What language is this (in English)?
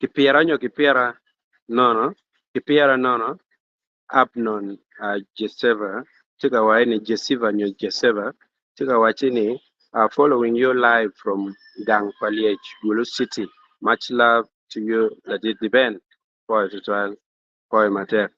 Acoli